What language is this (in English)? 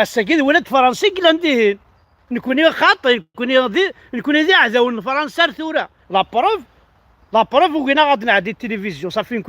Kabyle